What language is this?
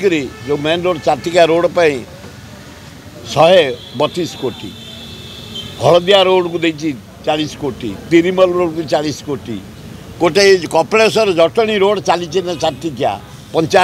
Odia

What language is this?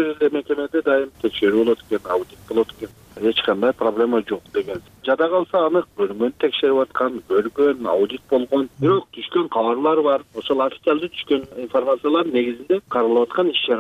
Kyrgyz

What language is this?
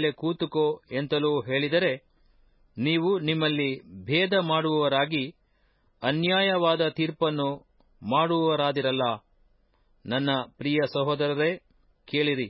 Kannada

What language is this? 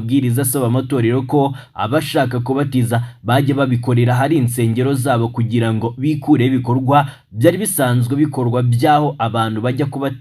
Kinyarwanda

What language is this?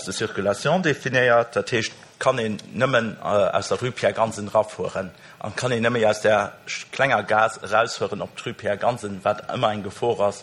Luxembourgish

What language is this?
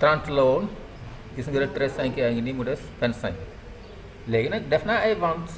Wolof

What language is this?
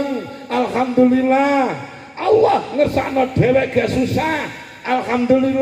Javanese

